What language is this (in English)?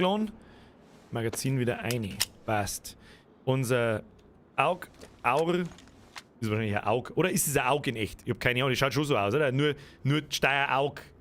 Bavarian